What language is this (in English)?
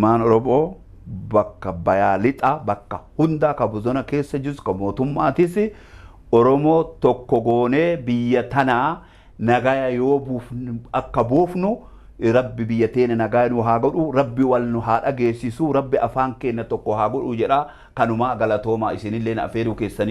Oromo